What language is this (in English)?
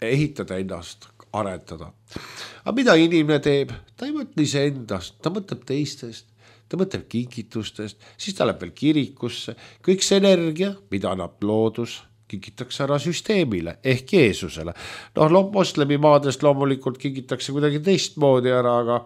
Estonian